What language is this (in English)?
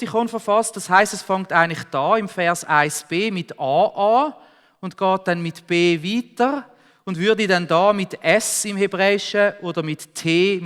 Swiss German